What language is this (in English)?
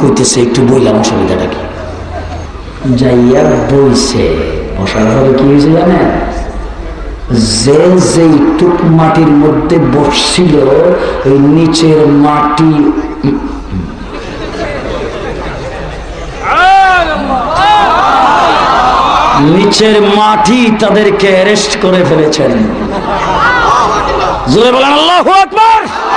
Bangla